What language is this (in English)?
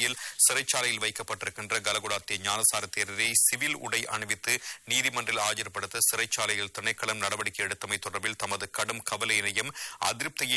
Tamil